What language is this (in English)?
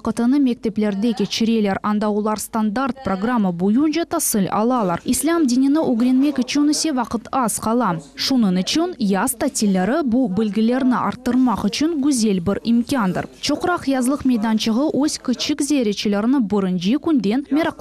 Crimean Tatar